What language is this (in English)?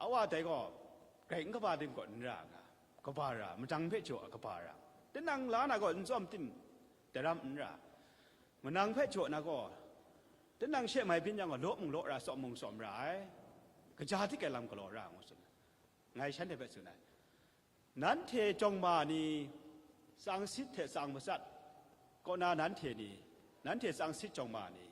Kachin